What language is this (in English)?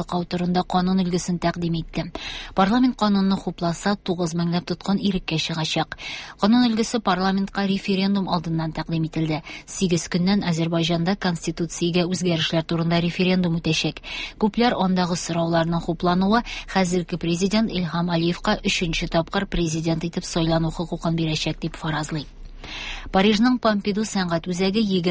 Tatar